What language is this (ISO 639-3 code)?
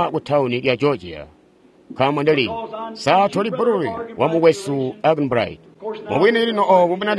toi